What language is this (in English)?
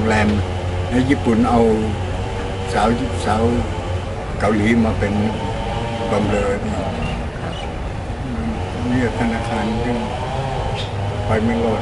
Thai